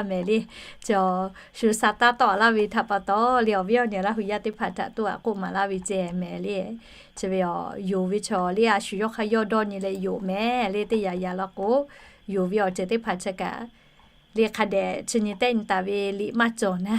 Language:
Lahu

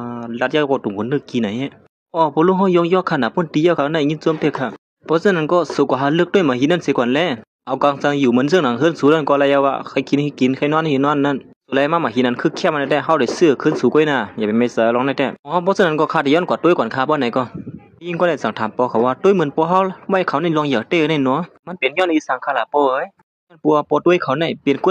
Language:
Shan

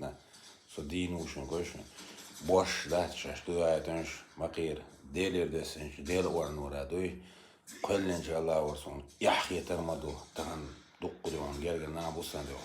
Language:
Chechen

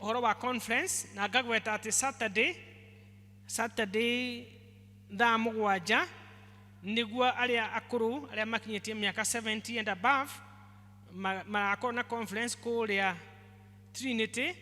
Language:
Kikuyu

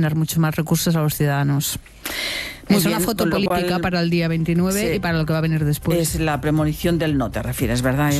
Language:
Spanish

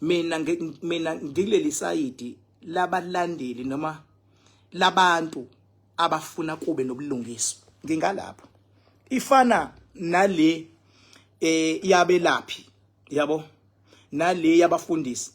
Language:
Zulu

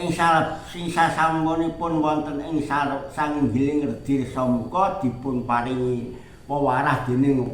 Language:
Javanese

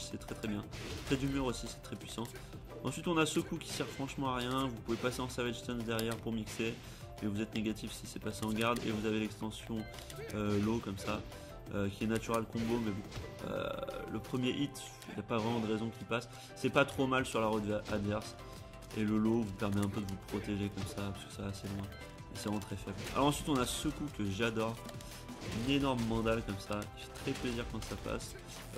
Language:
French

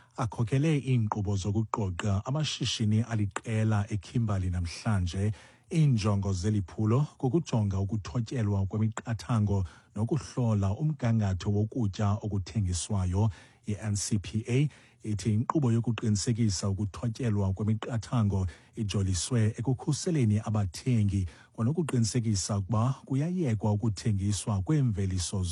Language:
Xhosa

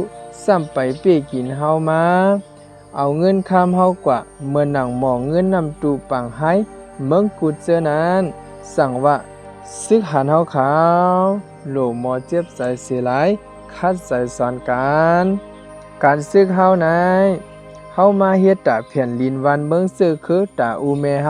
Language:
Shan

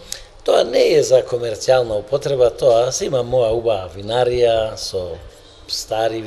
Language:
Macedonian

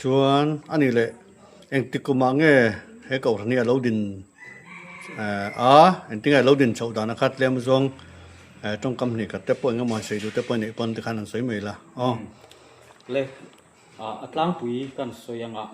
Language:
Mizo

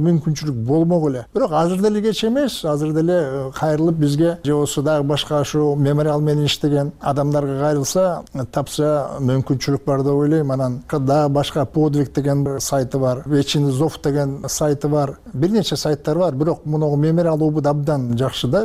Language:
Kyrgyz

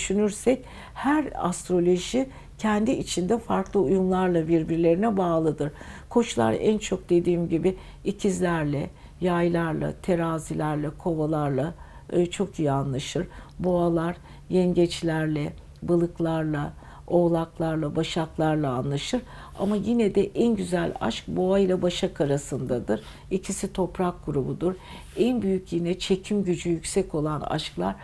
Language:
Turkish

